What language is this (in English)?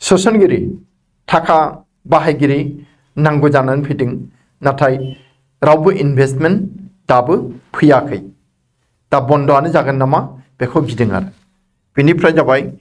Bodo